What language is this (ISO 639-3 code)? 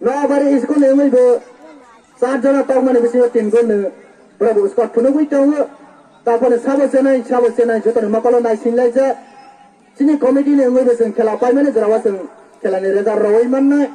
trp